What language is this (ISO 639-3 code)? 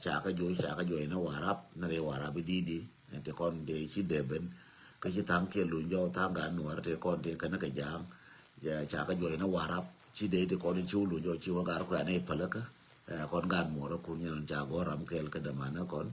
nus